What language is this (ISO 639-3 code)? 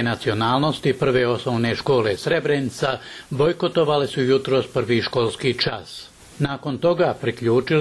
bos